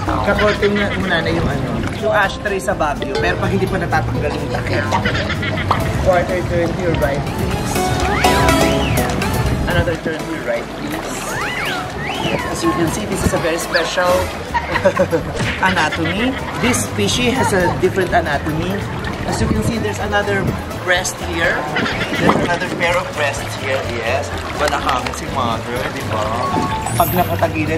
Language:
Filipino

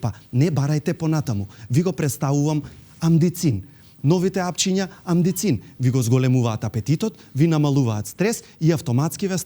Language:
Macedonian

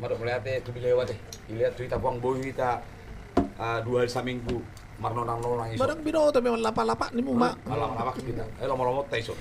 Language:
Batak Toba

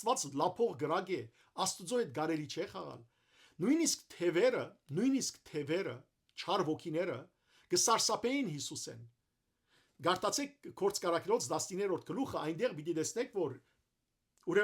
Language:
Western Armenian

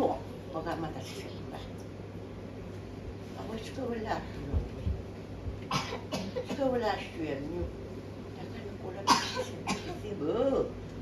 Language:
S'gaw Karen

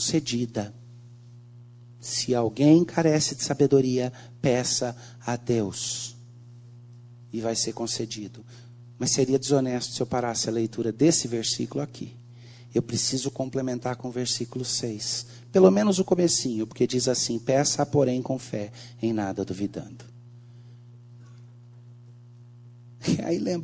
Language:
Portuguese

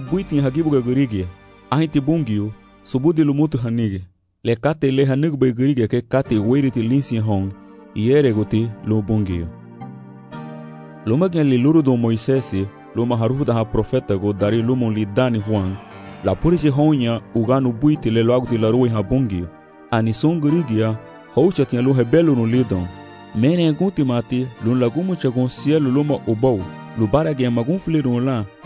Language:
Garifuna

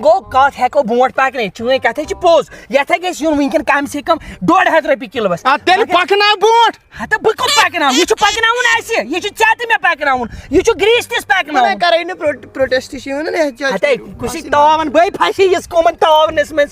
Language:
Kashmiri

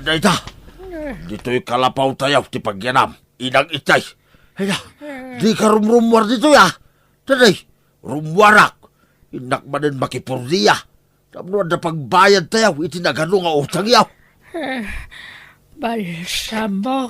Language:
Iloko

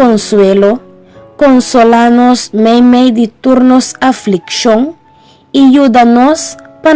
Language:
Papiamento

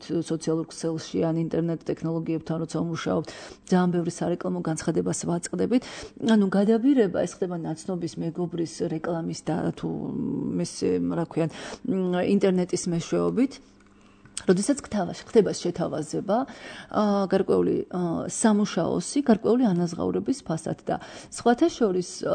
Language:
Georgian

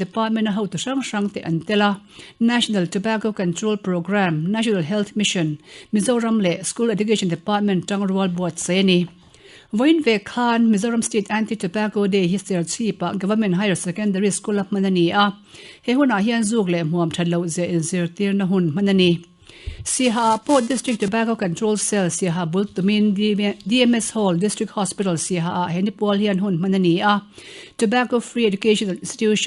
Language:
Mizo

